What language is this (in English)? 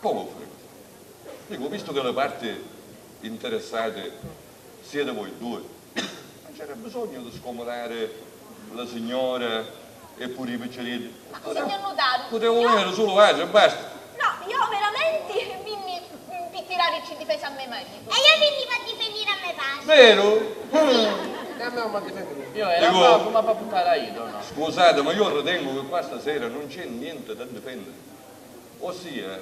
Sicilian